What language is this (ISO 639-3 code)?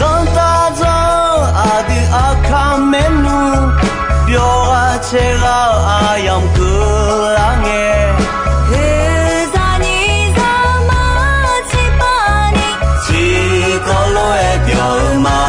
ahk